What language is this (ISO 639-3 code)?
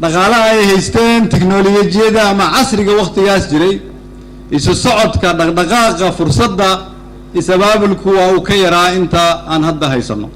som